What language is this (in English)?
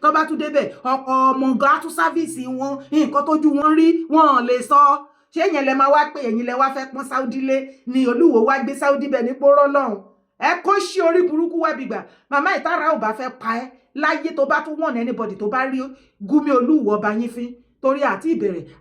Yoruba